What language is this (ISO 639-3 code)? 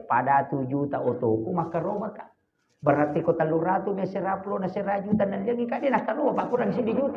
bug